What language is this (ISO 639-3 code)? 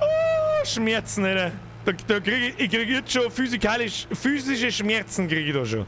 bar